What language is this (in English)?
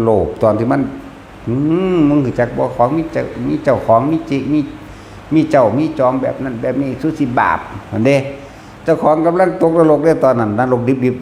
Northeastern Thai